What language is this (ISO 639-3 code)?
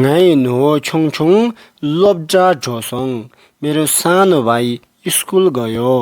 bod